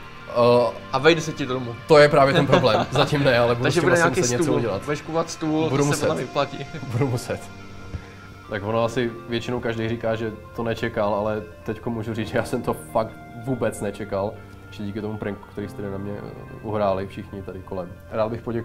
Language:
Czech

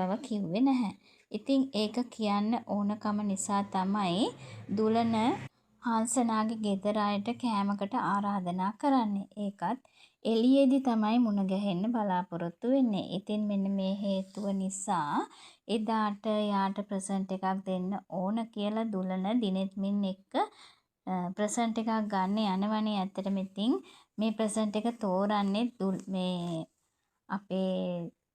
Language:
Sinhala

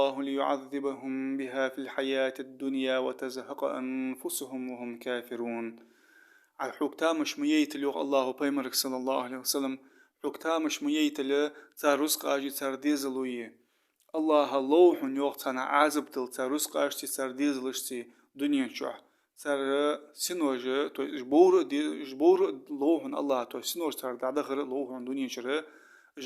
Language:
Ingush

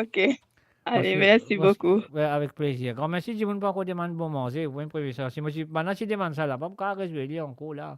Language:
Morisyen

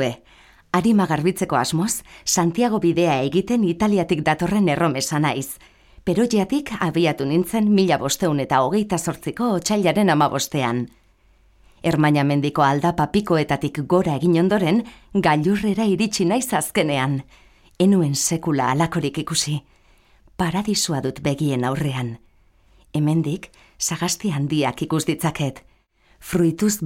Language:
Basque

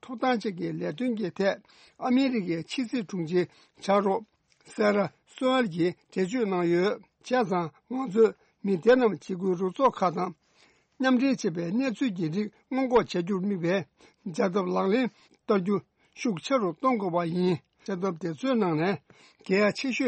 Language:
Tibetan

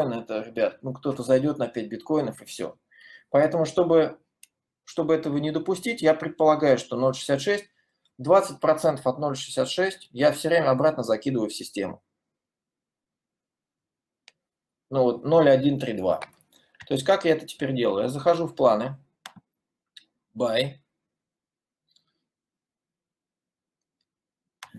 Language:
Russian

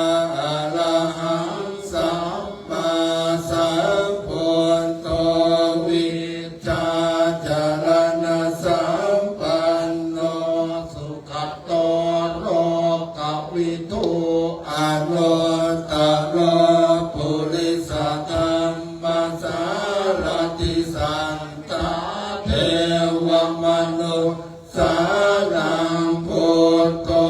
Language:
Pali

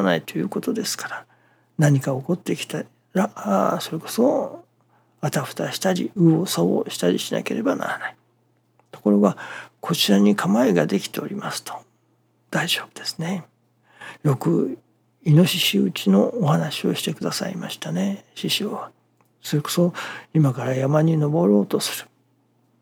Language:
Japanese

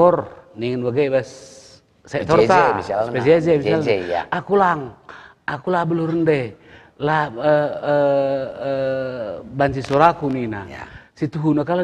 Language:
Batak Karo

